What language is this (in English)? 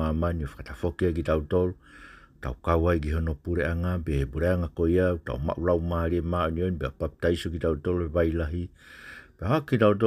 Tongan